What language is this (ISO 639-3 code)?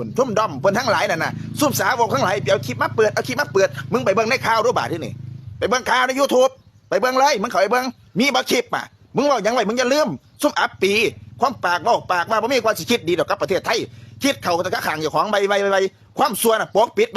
tts